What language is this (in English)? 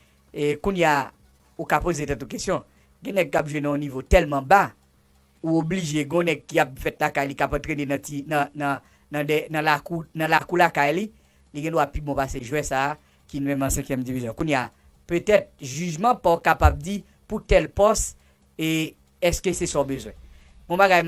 Haitian Creole